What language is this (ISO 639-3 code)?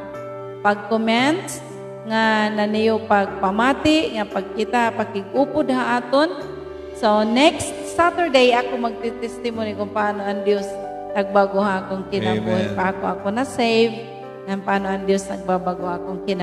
war